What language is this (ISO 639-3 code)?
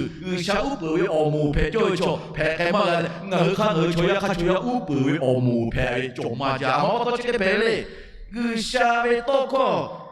lhu